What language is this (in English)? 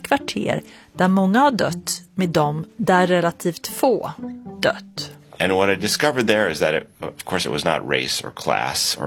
Swedish